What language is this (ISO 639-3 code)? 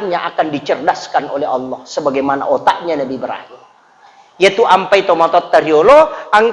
bug